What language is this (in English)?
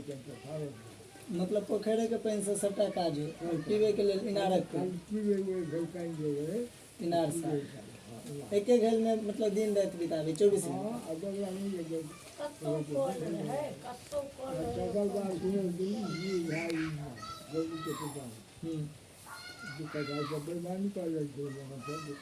Maithili